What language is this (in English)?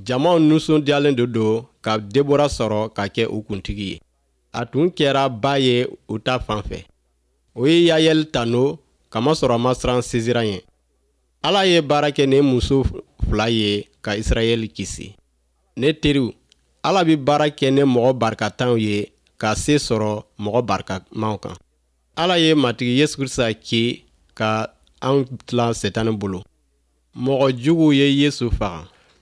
Bambara